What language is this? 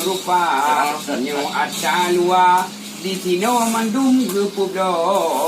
Achinese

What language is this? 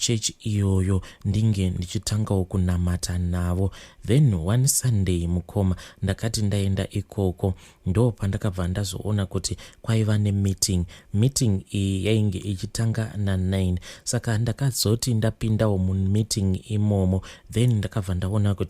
Shona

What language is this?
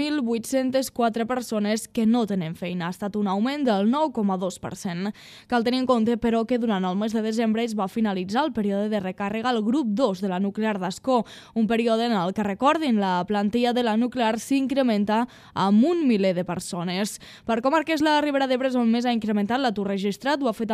Catalan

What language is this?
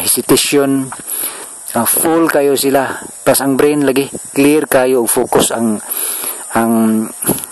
Cebuano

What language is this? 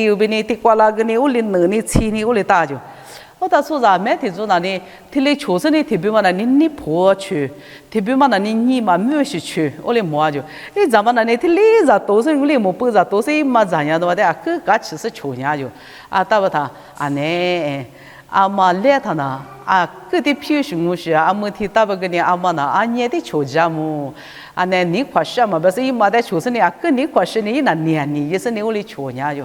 Lisu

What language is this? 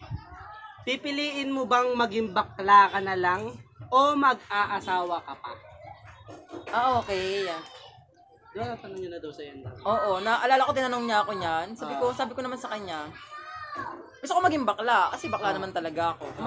Filipino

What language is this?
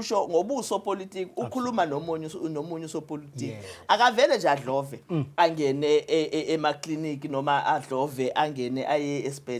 Zulu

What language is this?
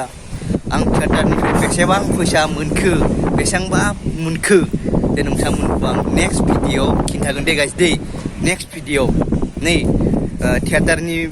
Bodo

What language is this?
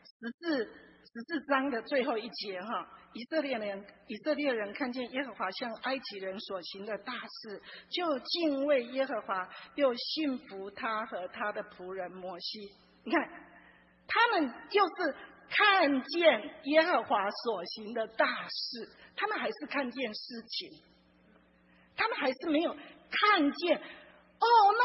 Chinese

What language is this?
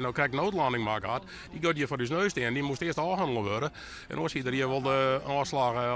Western Frisian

